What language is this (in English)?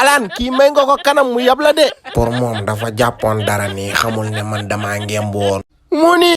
Wolof